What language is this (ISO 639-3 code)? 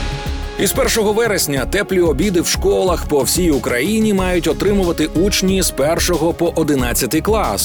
ukr